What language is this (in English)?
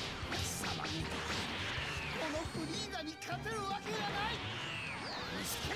Japanese